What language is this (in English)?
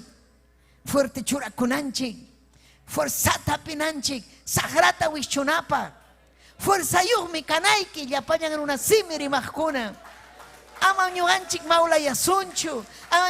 Ayacucho Quechua